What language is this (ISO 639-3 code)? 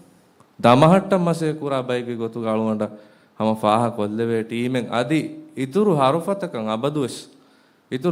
div